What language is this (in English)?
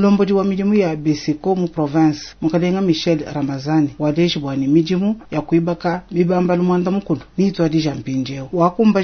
Luba-Lulua